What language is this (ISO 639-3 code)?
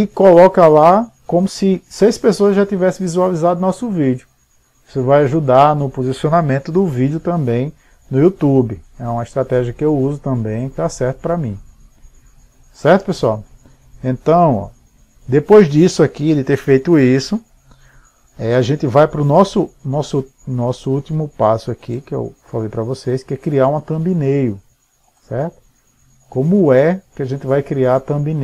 por